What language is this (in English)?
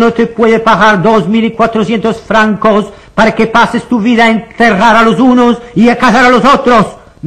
Ladino